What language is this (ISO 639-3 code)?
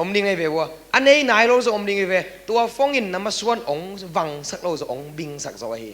ctd